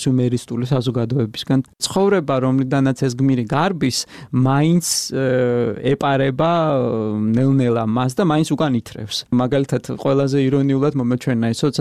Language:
Georgian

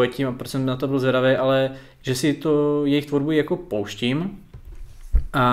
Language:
Czech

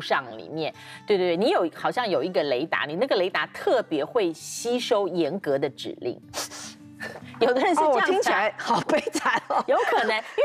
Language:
Chinese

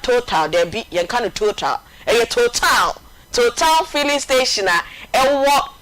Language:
Akan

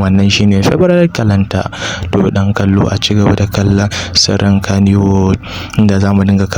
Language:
Hausa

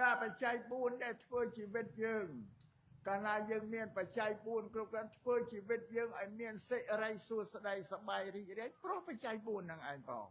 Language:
Khmer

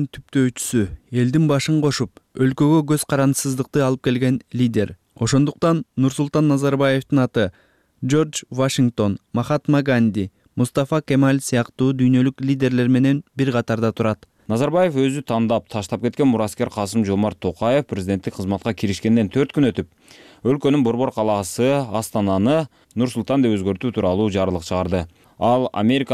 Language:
Kyrgyz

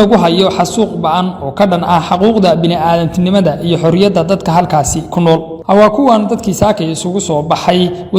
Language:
Somali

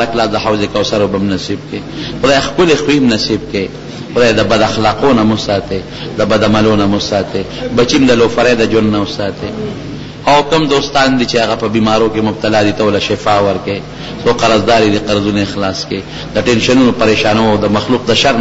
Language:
Pashto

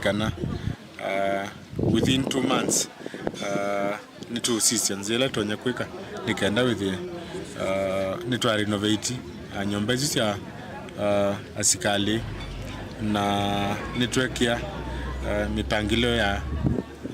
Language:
Kamba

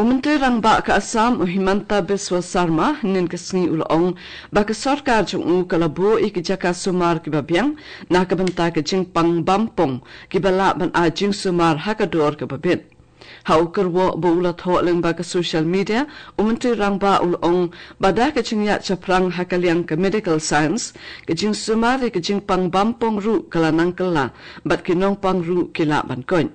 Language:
Khasi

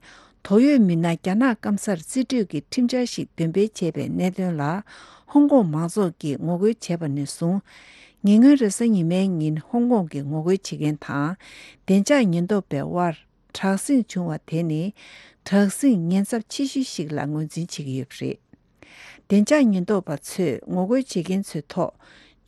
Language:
Tibetan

